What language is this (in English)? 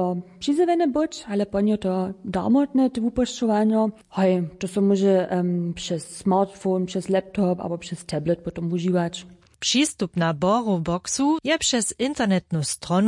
Upper Sorbian